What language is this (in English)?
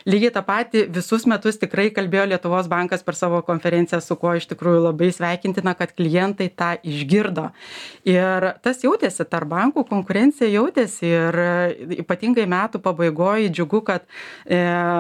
Lithuanian